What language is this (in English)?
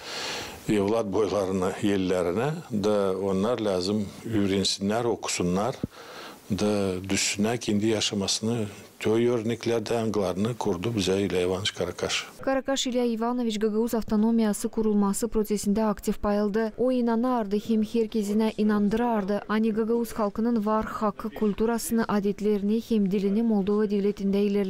Gagauz